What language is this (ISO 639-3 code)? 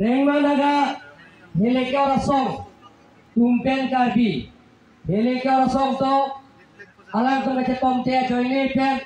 mjw